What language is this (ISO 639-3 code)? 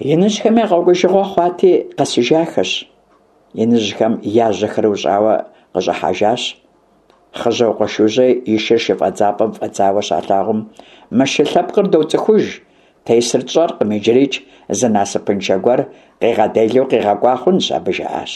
kbd